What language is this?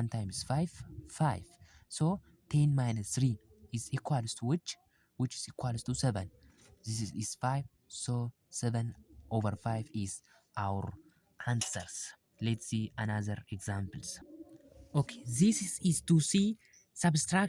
English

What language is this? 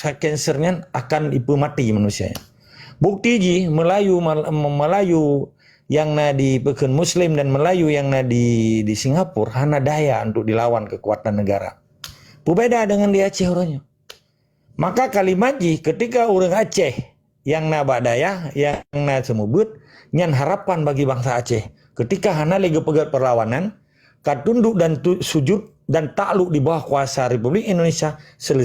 Achinese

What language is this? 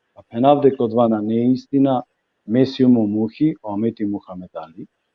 Balkan Romani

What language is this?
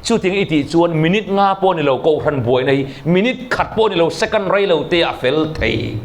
Mizo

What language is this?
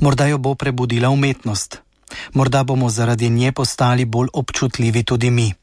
Slovenian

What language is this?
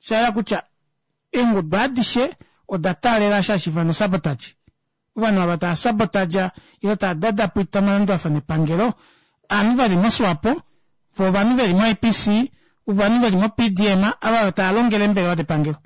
Kuanyama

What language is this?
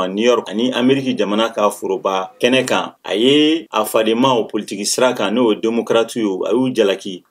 Bambara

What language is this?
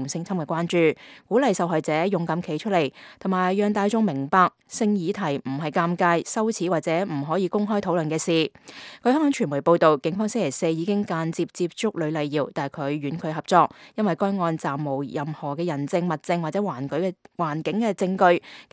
Cantonese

